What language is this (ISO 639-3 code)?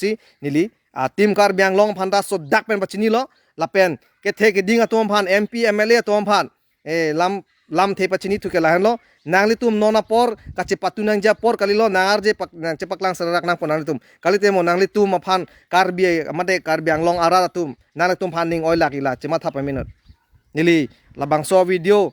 mjw